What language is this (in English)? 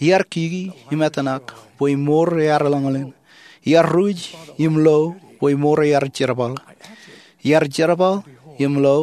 Marshallese